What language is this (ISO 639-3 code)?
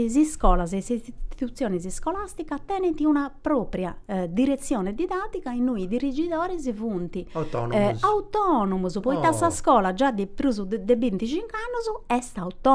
srd